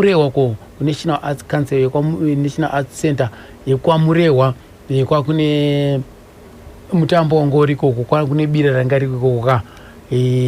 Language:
Shona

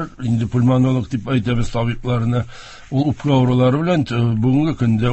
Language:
Tatar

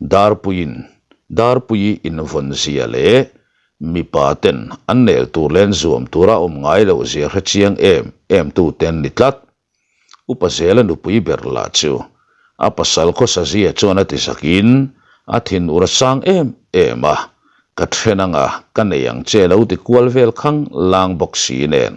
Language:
Mizo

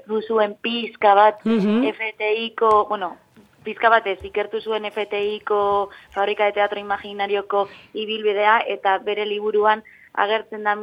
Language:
Basque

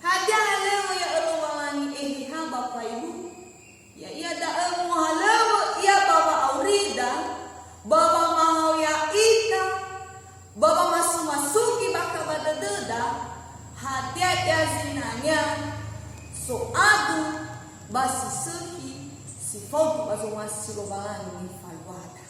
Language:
Nias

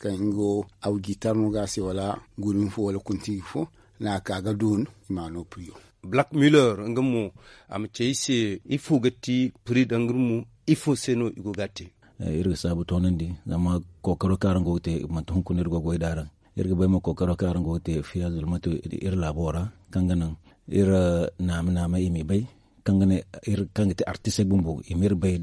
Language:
Zarma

